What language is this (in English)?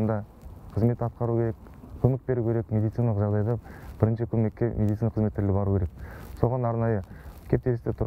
Kazakh